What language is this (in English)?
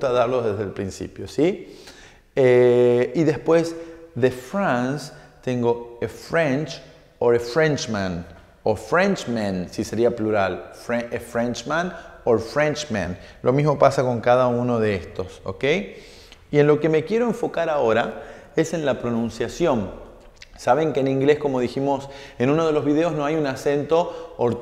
Spanish